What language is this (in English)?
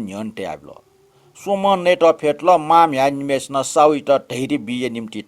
Newari